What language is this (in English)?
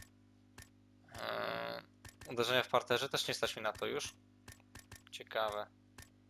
Polish